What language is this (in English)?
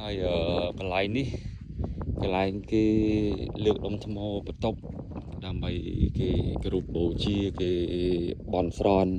Khmer